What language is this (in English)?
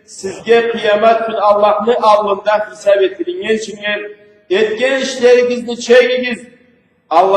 Karachay-Balkar